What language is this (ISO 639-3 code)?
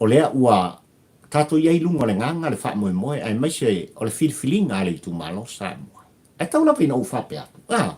smo